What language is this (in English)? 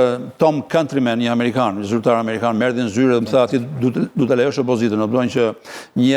Albanian